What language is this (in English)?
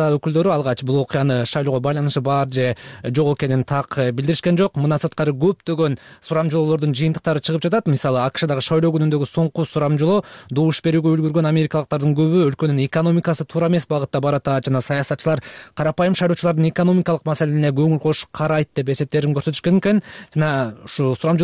Kyrgyz